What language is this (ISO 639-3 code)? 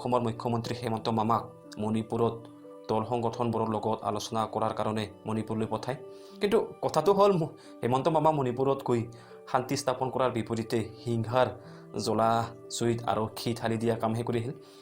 asm